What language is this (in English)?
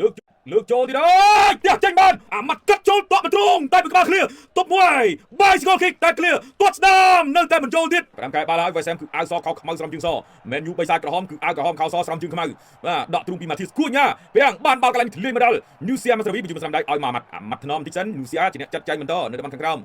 Khmer